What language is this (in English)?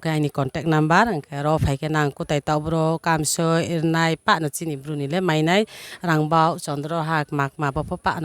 Riang (India)